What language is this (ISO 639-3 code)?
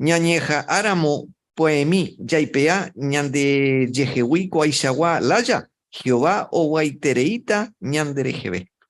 grn